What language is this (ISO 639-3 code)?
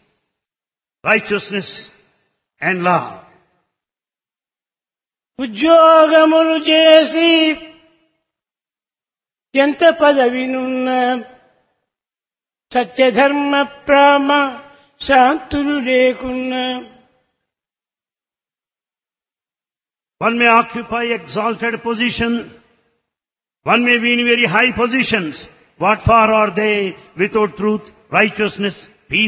tel